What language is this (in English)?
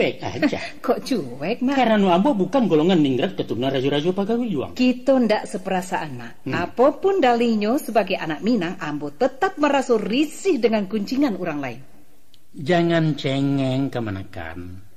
Minangkabau